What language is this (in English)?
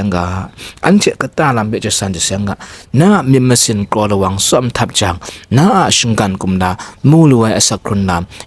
Kachin